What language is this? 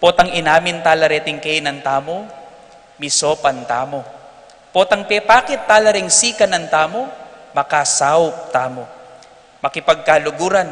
Pampanga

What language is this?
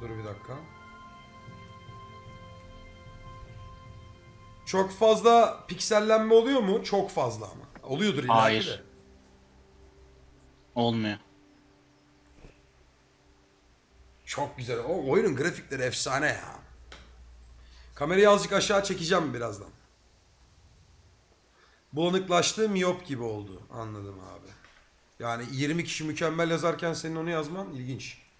Turkish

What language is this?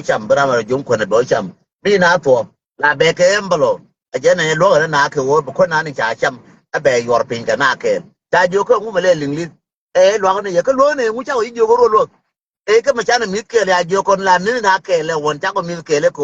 Nuer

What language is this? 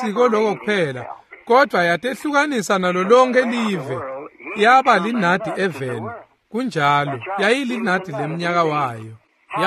Swati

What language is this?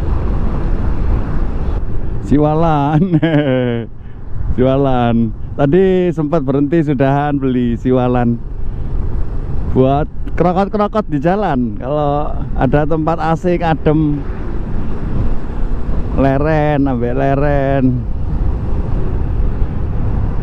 Indonesian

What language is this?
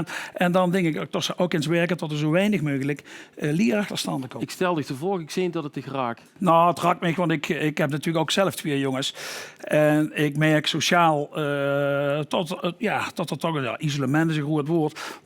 Limburgish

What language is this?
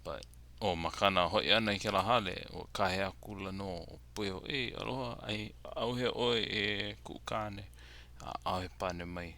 Hawaiian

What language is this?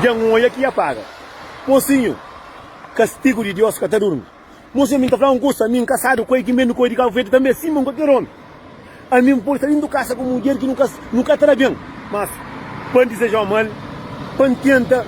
Kabuverdianu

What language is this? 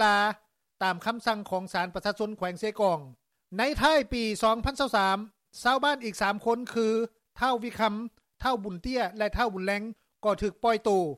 Lao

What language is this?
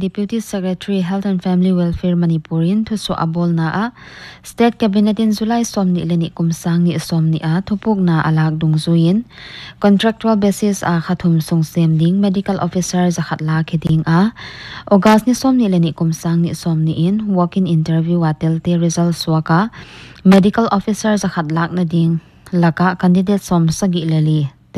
Paite Chin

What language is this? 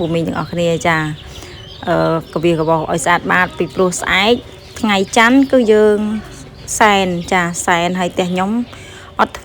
Khmer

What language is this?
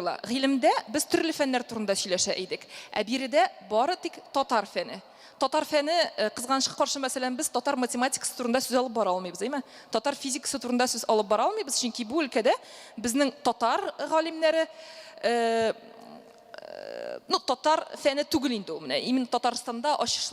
Tatar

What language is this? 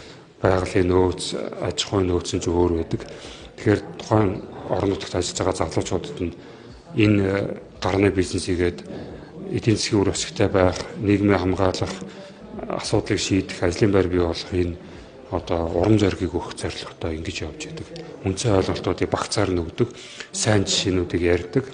Mongolian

